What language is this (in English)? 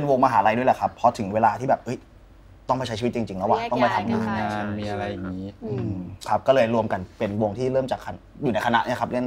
Thai